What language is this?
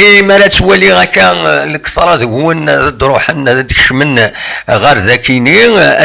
Kabyle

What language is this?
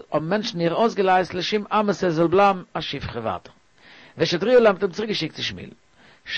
Yiddish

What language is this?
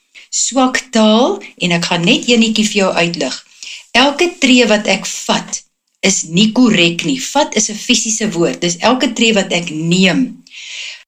Afrikaans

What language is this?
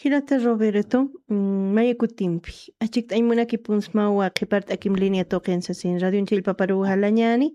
Aymara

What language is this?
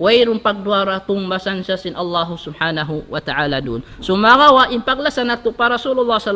Tausug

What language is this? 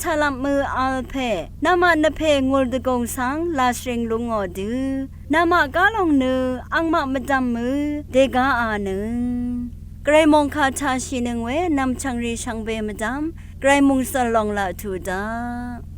Rawang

